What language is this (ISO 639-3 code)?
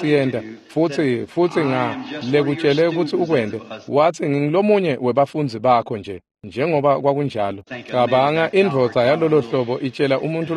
ssw